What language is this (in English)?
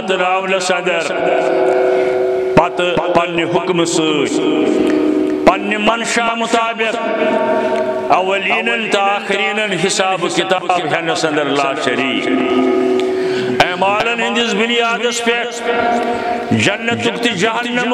Kashmiri